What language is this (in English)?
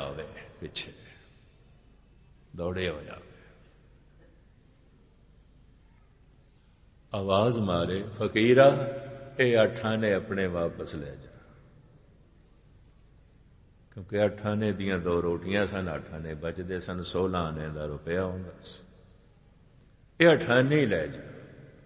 Punjabi